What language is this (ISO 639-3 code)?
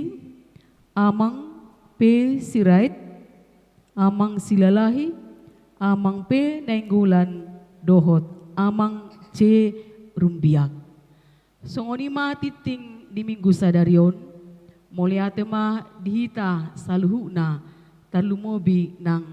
bbc